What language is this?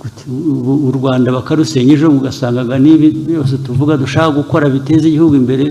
Kinyarwanda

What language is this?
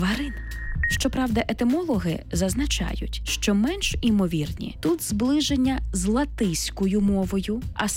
Ukrainian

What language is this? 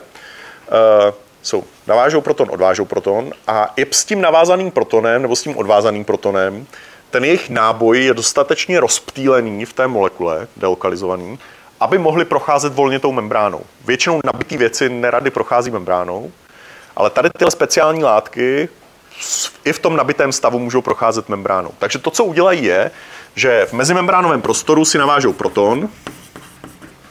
Czech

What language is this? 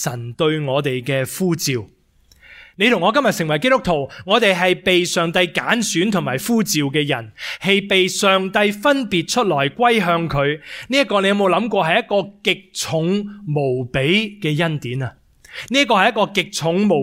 Cantonese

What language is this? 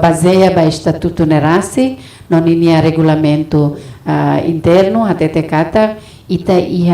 Tetum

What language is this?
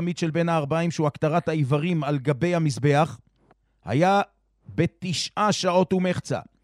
Hebrew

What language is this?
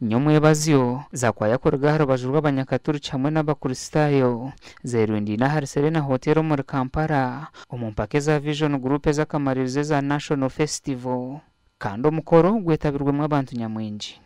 Nyankole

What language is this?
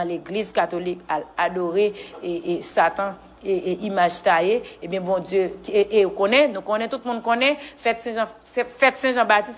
Haitian Creole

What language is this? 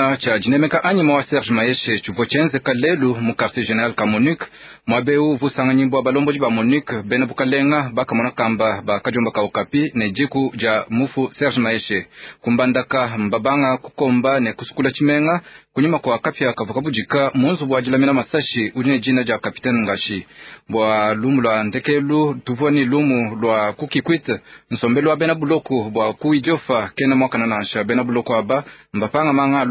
Luba-Lulua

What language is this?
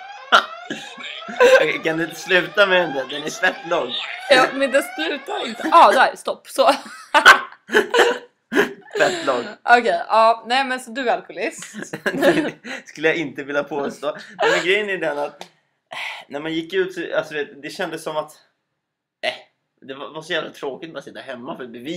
Swedish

